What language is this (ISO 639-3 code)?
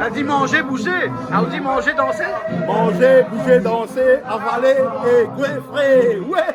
rcf